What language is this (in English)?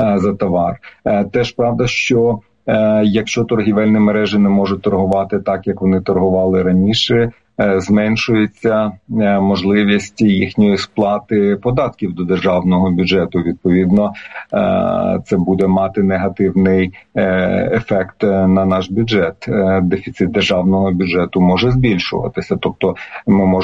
Ukrainian